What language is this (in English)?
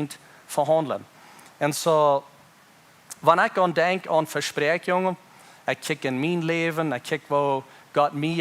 Plautdietsch